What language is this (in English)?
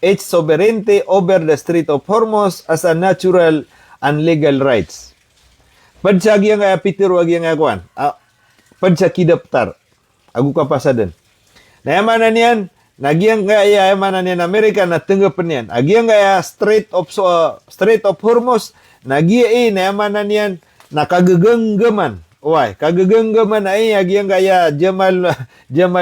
Maranao